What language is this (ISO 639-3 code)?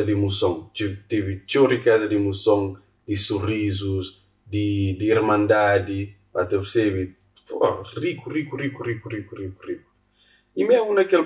kea